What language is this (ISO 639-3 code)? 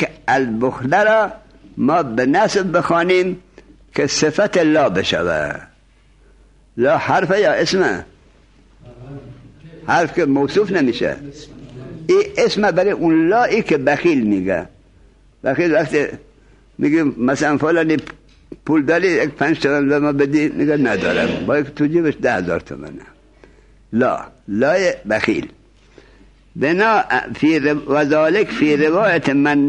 fas